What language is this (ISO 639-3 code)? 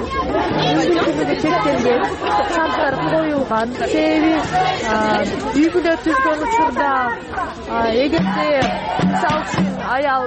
kir